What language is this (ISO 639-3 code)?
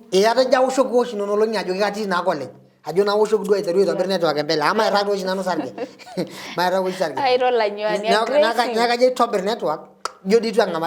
mas